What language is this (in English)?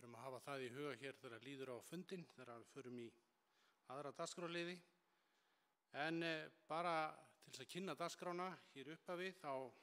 Icelandic